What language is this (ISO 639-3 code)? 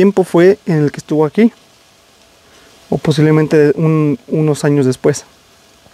spa